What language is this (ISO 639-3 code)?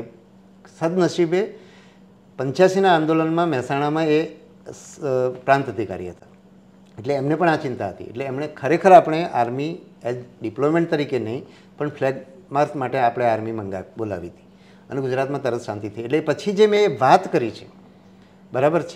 guj